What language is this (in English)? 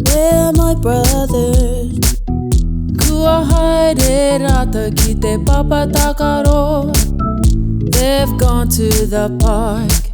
Māori